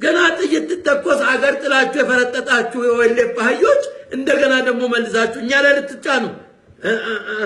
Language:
Amharic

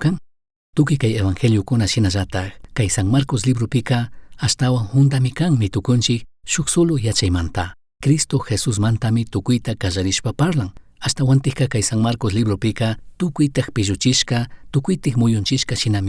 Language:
Chimborazo Highland Quichua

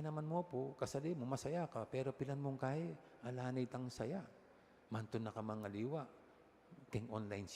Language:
Pampanga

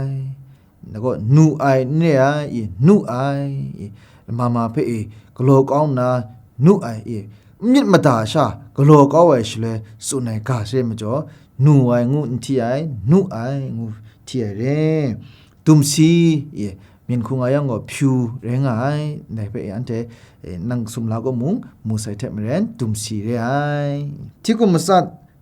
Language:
Kachin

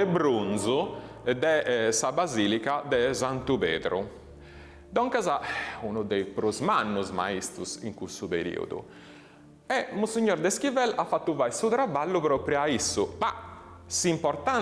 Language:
Sardinian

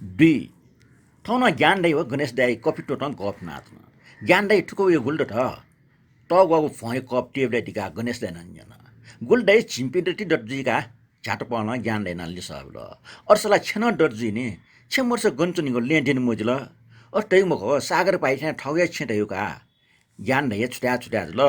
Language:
Newari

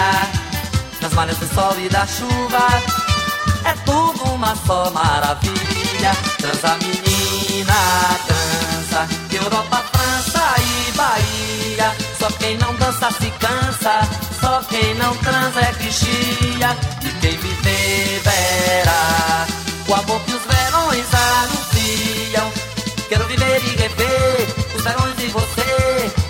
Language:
Portuguese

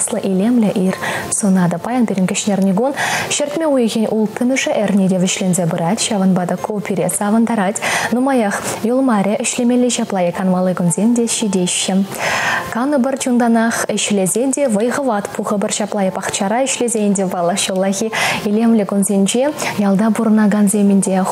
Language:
Chuvash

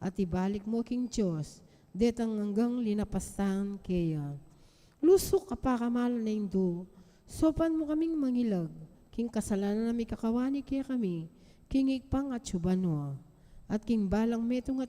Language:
Pampanga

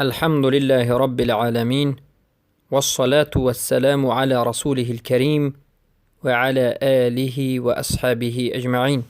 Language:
Persian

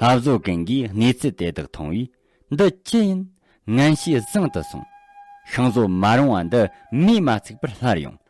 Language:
Tibetan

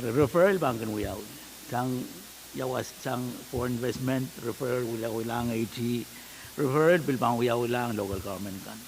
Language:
Pohnpeian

